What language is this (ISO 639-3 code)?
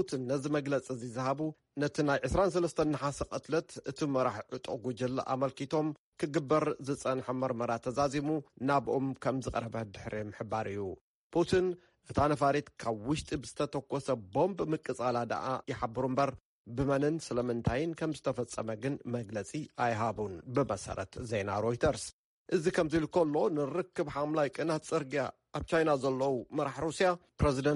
tir